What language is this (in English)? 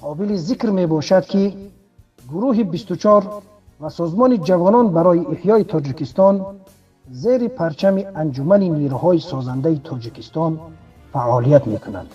Tajik